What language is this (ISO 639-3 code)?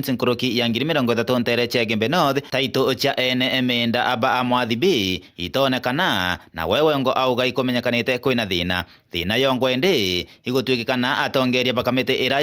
mer